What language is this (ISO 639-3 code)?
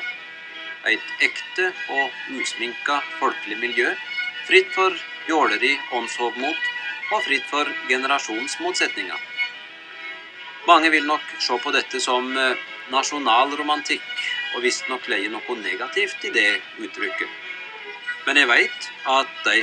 nor